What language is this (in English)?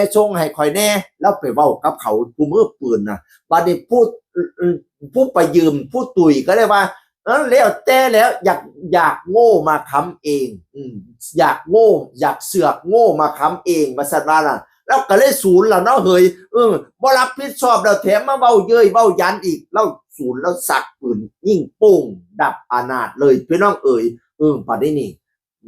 Northeastern Thai